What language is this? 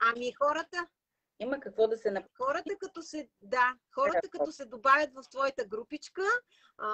Bulgarian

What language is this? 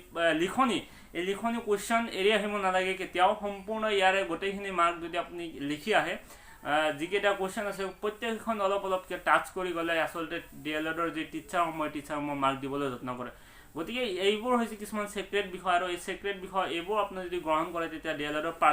Assamese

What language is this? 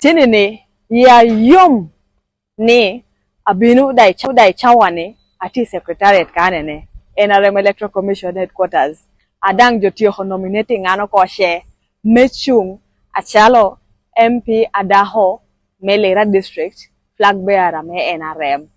Lango (Uganda)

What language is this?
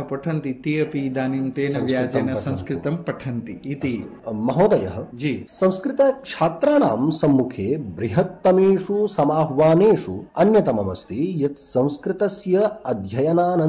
Sanskrit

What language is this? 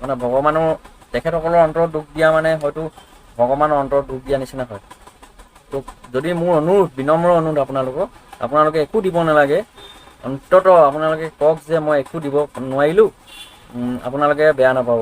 Assamese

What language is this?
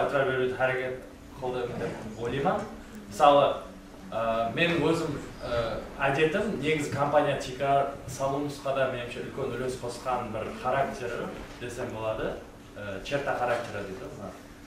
Kara-Kalpak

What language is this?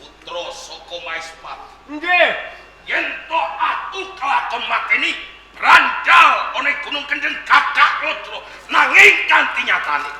Javanese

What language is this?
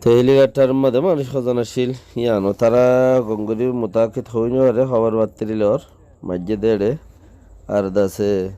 Rohingya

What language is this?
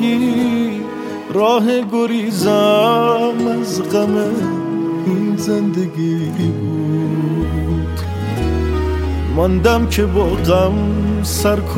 Persian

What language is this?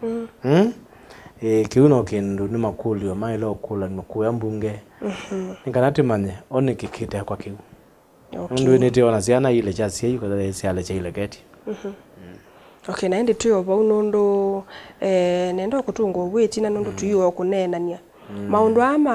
Kamba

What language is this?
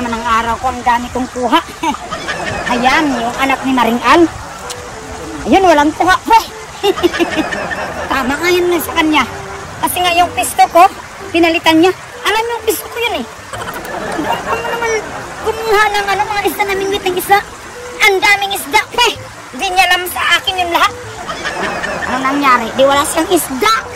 Filipino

